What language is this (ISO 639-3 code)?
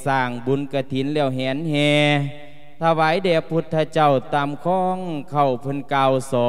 lao